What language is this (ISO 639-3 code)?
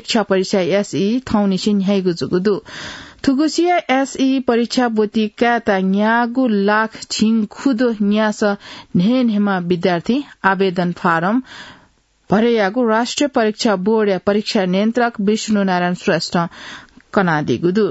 new